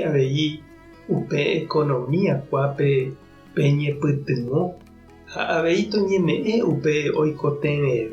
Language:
Guarani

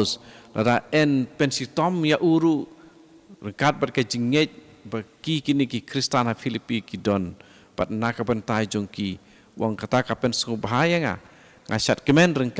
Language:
Khasi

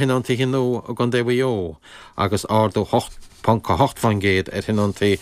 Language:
Irish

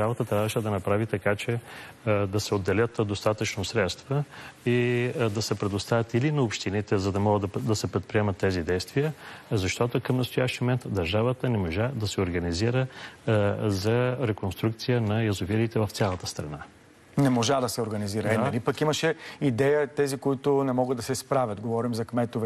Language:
Bulgarian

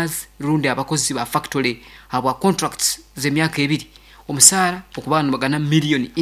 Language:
Nyankole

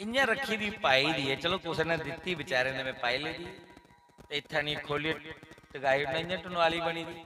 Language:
Dogri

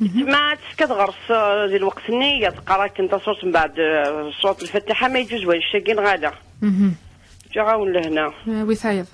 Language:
Kabyle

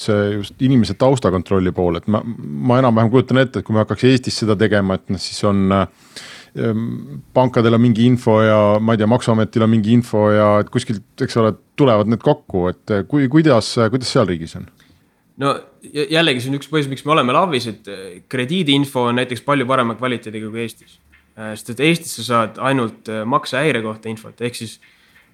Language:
Estonian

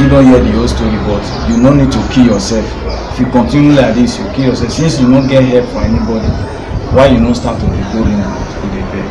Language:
Nigerian Pidgin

